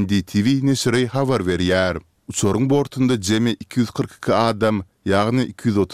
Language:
Turkmen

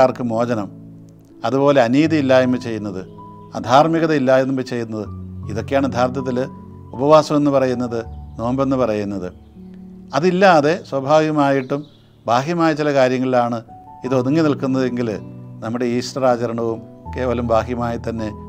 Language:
Malayalam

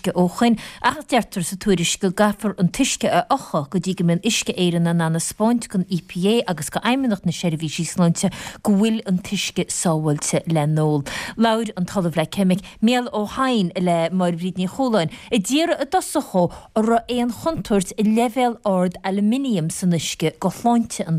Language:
Irish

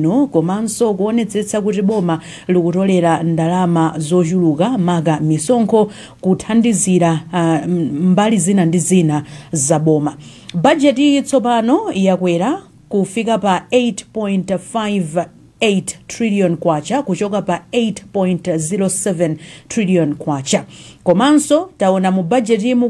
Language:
Nyanja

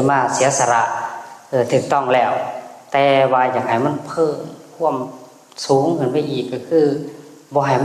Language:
Northeastern Thai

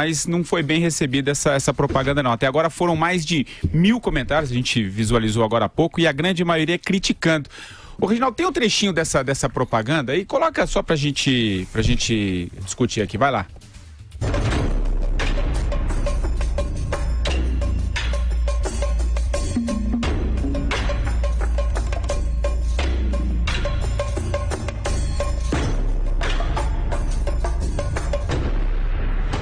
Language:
Portuguese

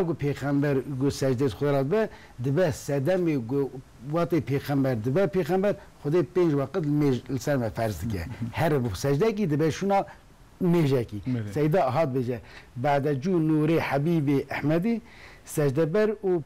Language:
Kurdish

